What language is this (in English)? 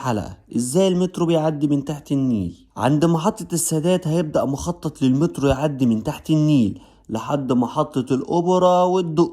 Egyptian Arabic